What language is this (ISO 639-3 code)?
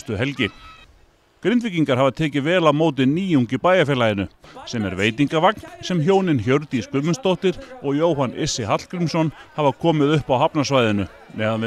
isl